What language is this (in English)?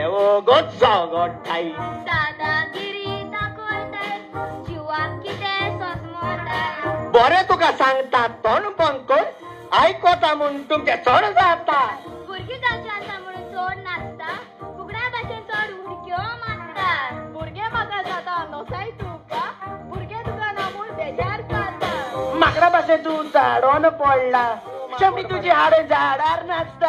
Konkani